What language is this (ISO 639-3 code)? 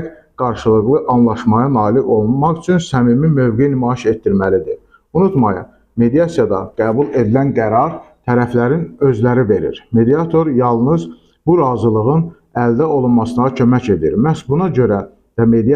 aze